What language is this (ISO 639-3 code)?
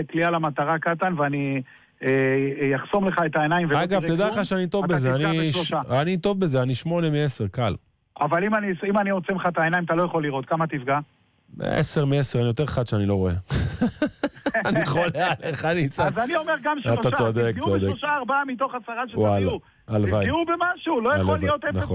heb